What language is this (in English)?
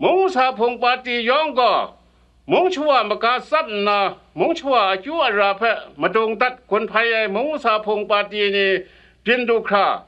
Kachin